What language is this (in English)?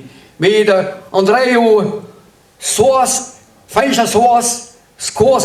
Breton